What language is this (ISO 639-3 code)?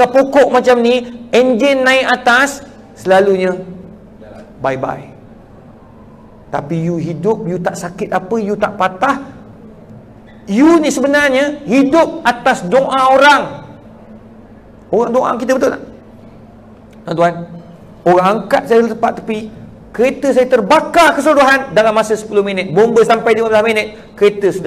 msa